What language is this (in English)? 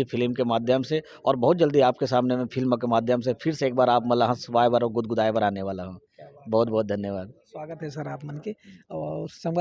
Chhattisgarhi